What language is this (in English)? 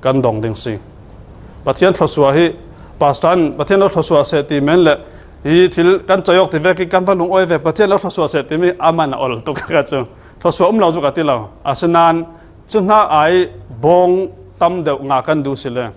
Falam Chin